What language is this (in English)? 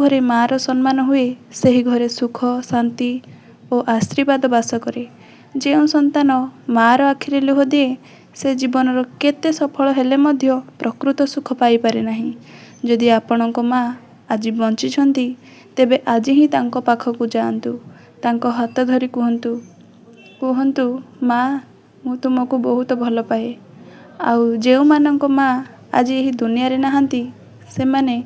Odia